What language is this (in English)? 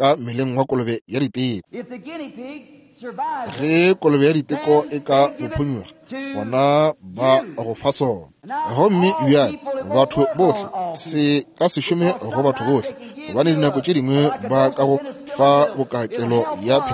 Northern Sotho